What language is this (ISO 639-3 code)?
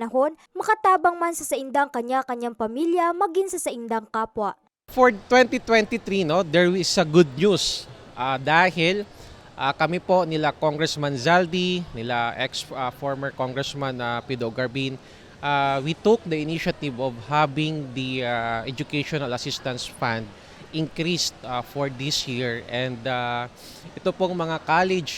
bik